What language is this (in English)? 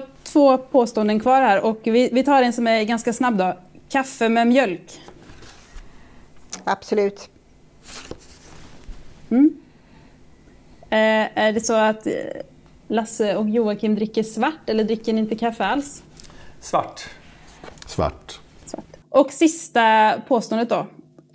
Swedish